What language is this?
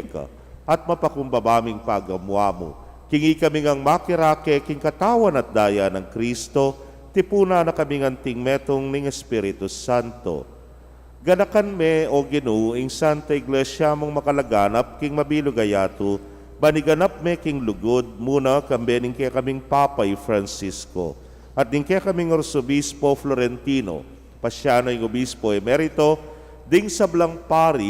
Pampanga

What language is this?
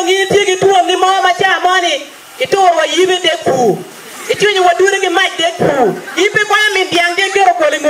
Acoli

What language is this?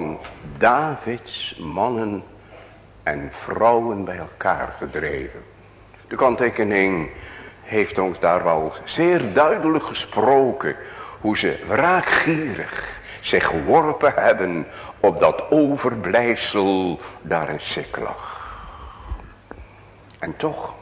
Dutch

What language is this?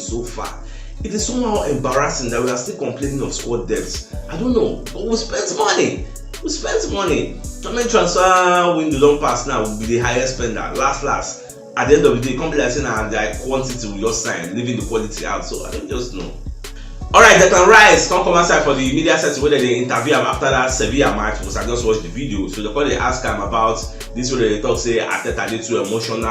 Nigerian Pidgin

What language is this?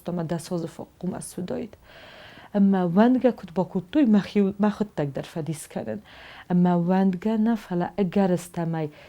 Ossetic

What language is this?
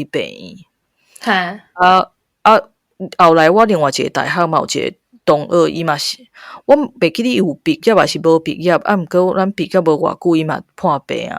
Min Nan Chinese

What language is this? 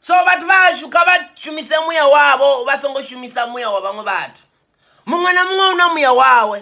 Venda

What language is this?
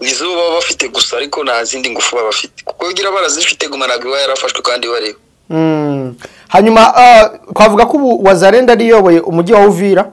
Kinyarwanda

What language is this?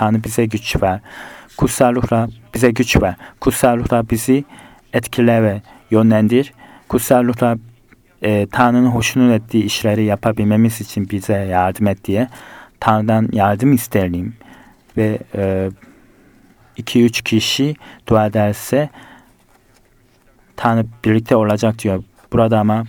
Turkish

